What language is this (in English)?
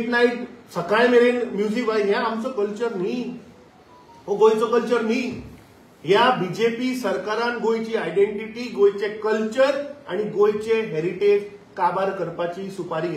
Konkani